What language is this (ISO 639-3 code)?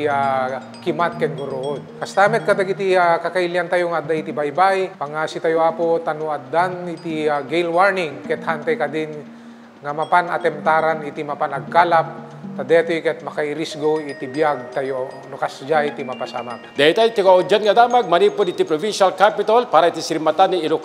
ilo